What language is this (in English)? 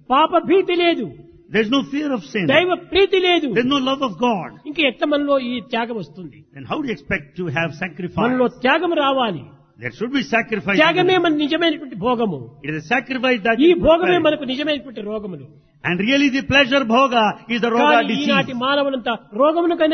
Telugu